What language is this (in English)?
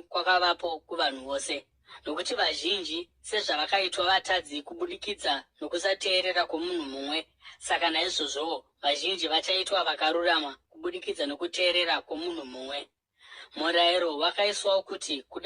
Shona